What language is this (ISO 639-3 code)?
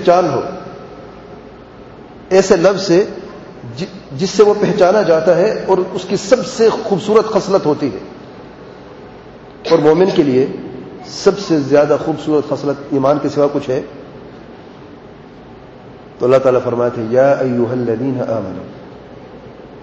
urd